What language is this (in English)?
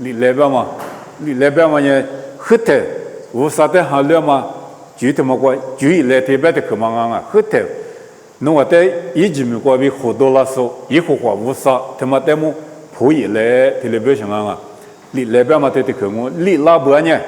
Lisu